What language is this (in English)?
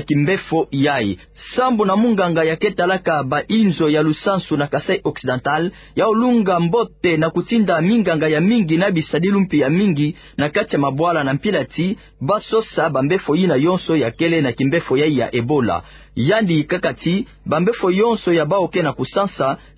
Kituba (Democratic Republic of Congo)